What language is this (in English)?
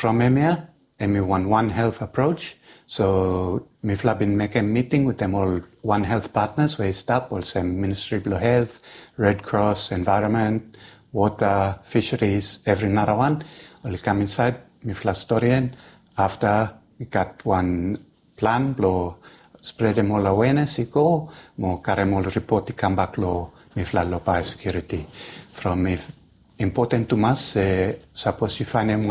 Bislama